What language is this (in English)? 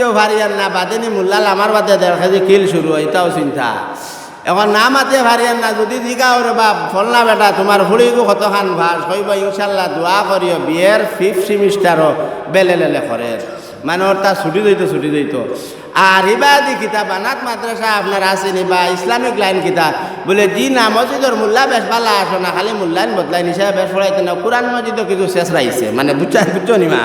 Sylheti